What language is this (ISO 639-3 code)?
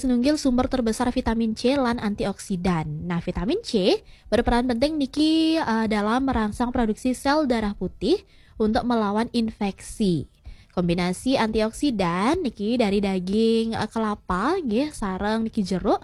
ban